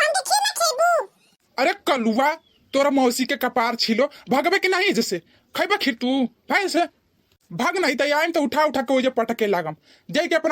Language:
Bhojpuri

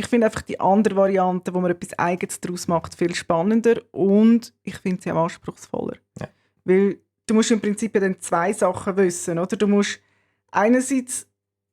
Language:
Swiss German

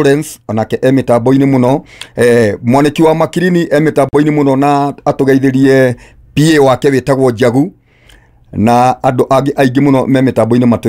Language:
Kikuyu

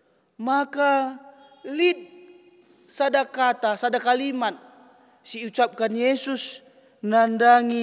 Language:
Batak Karo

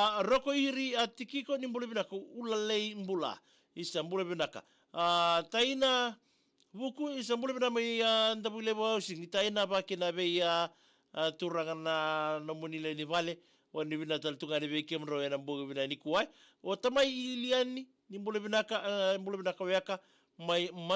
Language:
Fijian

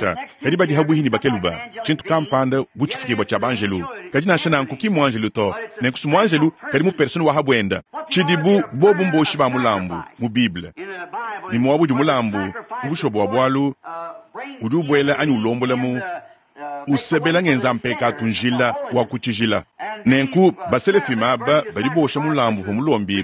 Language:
Luba-Lulua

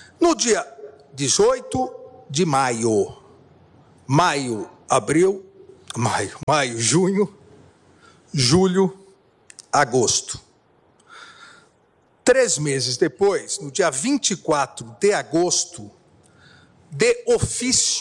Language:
Portuguese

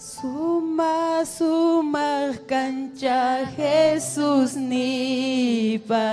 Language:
Ayacucho Quechua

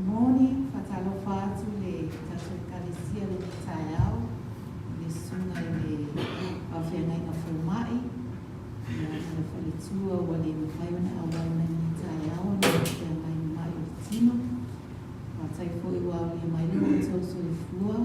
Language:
Samoan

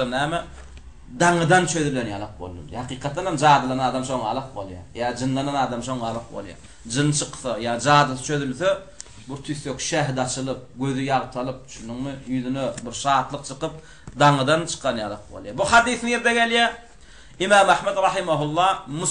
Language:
Turkmen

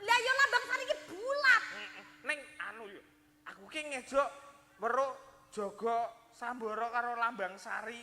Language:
Javanese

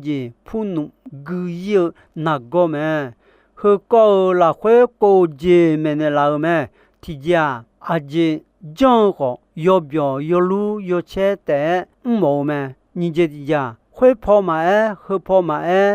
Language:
Akha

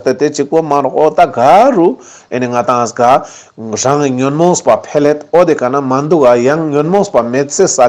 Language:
Ladakhi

